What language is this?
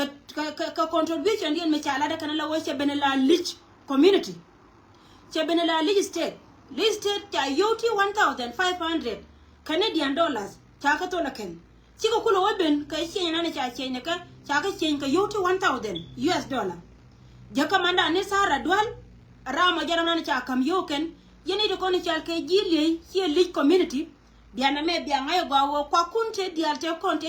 Nuer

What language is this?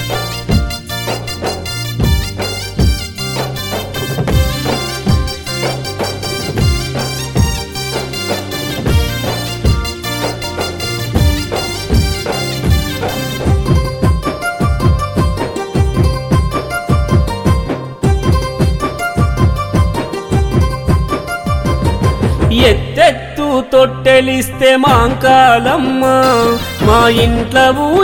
Telugu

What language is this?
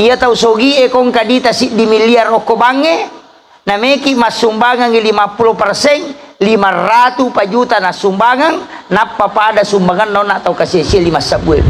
Buginese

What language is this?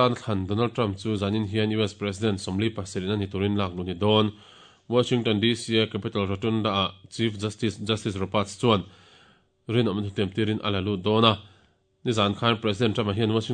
Mizo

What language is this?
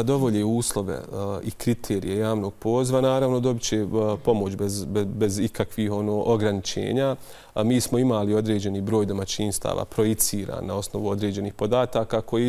Bosnian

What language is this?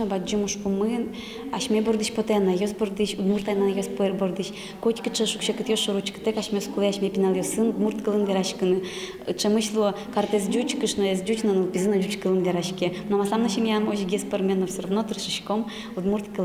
Udmurt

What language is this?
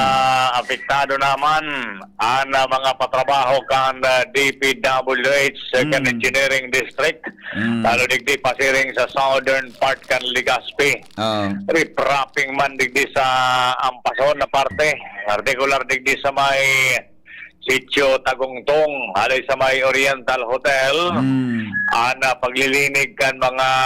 Bikol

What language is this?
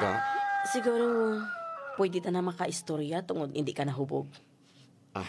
Hiligaynon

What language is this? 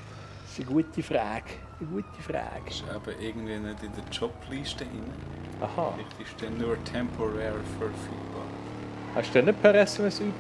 Swiss German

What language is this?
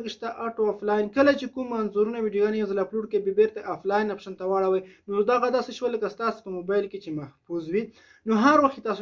Pashto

